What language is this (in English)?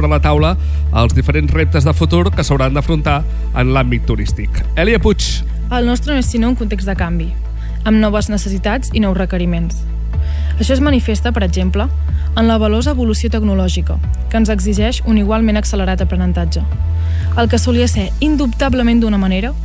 Catalan